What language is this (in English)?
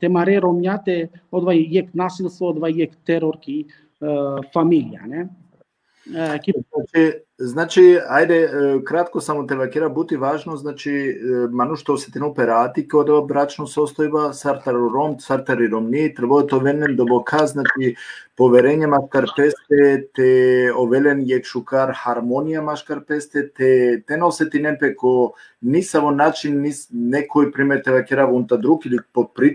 Balkan Romani